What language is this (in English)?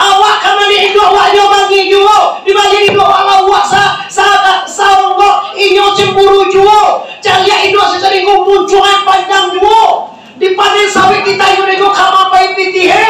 Minangkabau